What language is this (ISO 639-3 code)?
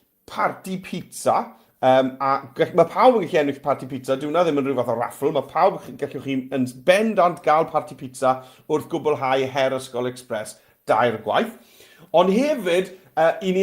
cym